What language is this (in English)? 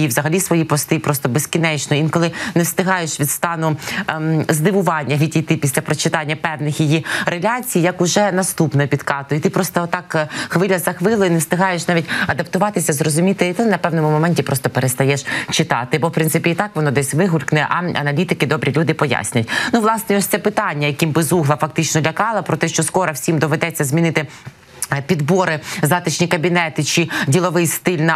Ukrainian